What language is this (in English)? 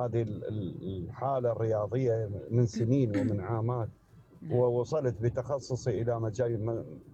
Mesopotamian Arabic